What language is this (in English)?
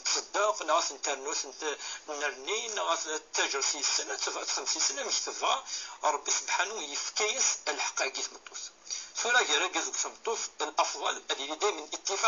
Kabyle